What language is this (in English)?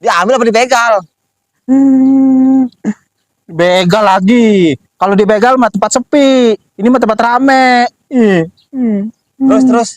Betawi